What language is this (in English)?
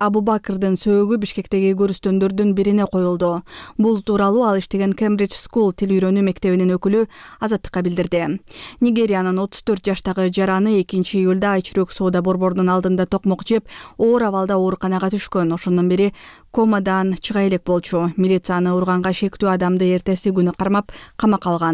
Kyrgyz